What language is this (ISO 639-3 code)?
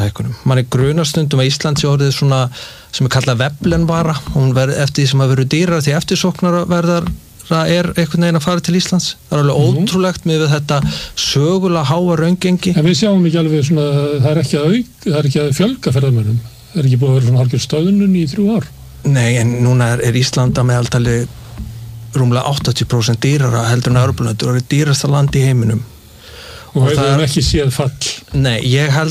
isl